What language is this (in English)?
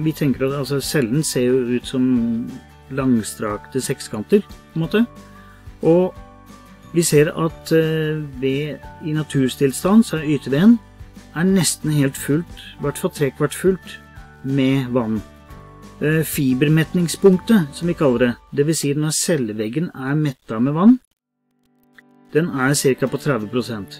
Norwegian